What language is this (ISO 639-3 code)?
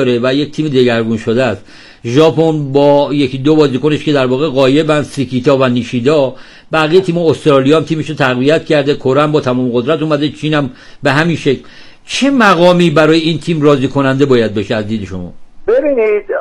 fas